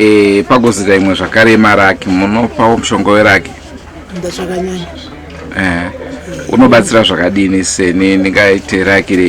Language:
Shona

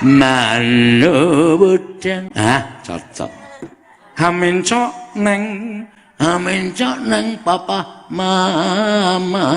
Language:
Javanese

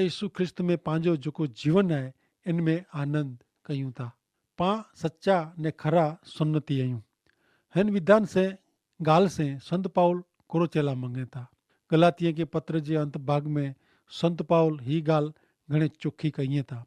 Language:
Kachhi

